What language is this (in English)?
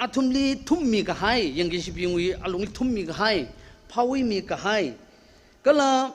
Tangkhul Naga (India)